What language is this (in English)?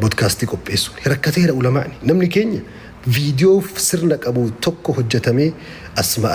Oromo